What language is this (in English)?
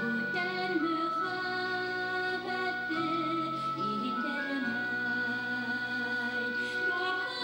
Bashkir